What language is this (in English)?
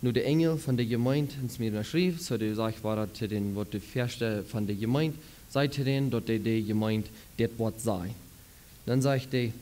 Plautdietsch